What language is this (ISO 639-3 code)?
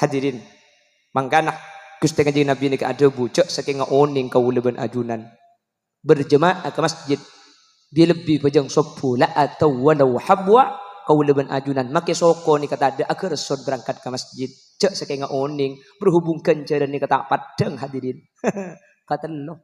mad